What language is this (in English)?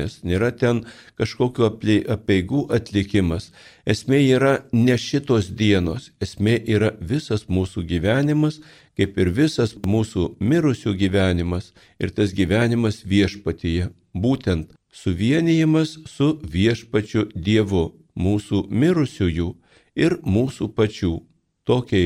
Lithuanian